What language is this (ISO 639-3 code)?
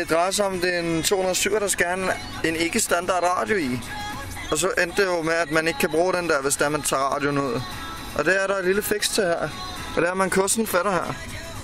dan